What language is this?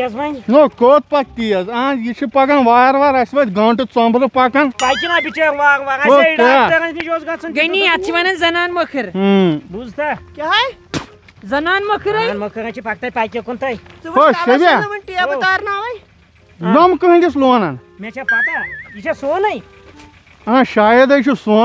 Kashmiri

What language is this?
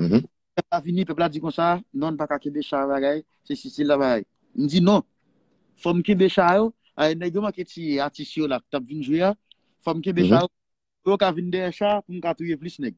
Haitian Creole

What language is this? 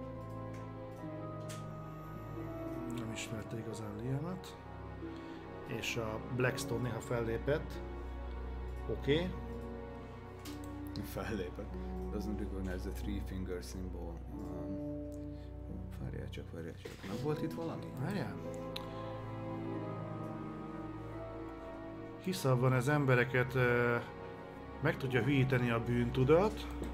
Hungarian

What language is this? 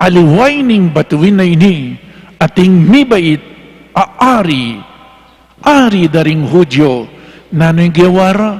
Pampanga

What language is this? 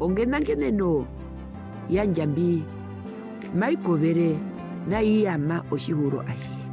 Herero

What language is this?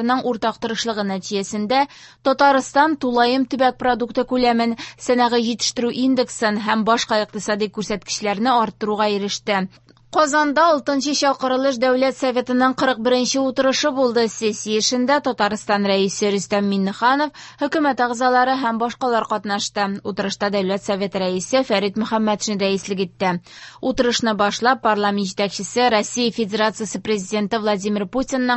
Tatar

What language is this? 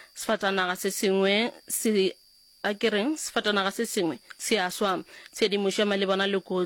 Northern Sotho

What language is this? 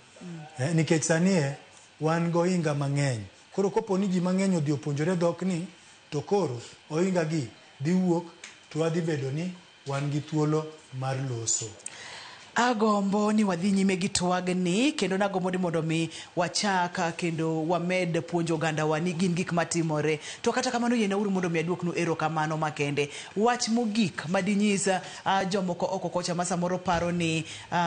Luo (Kenya and Tanzania)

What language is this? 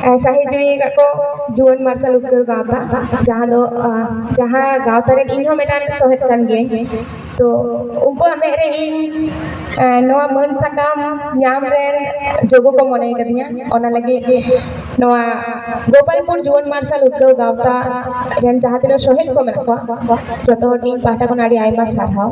Santali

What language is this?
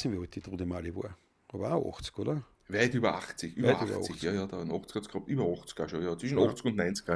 Bavarian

